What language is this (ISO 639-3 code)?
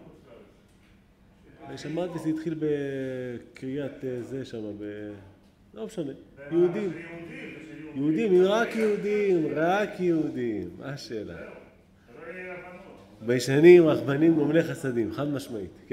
heb